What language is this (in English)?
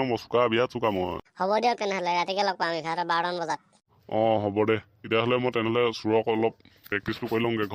Assamese